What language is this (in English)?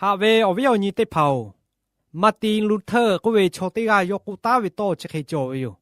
Lahu